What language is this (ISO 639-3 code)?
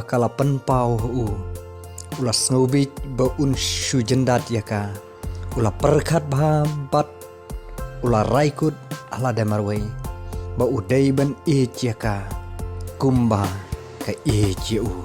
kha